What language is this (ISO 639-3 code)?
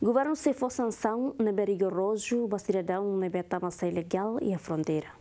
tet